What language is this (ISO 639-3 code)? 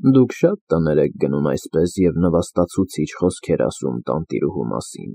hye